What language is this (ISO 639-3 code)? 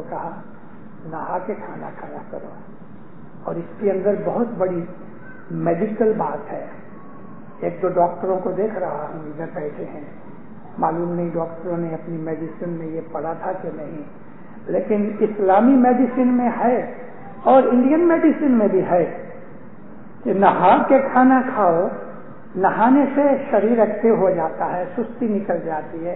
urd